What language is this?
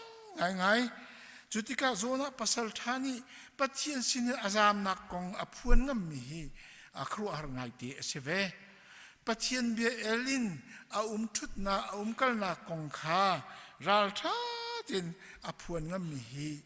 Hakha Chin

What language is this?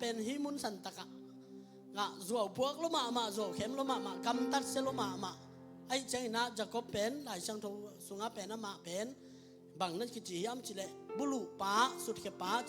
Tedim Chin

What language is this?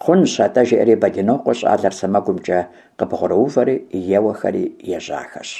Kabardian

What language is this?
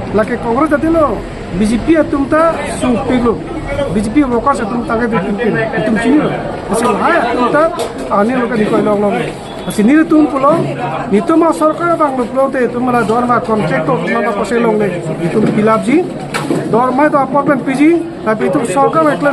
Karbi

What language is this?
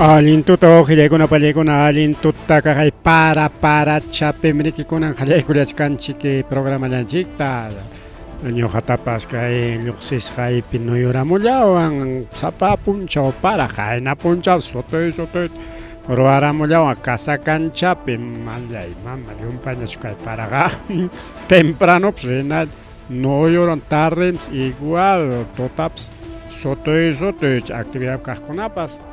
Ayacucho Quechua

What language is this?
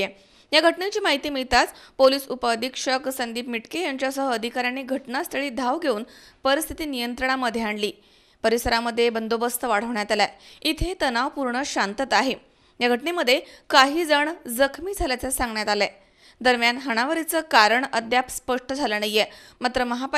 Marathi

